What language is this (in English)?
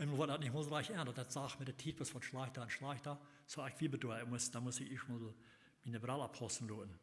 Plautdietsch